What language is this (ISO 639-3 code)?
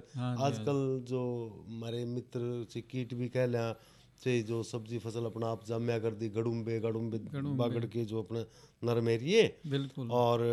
hin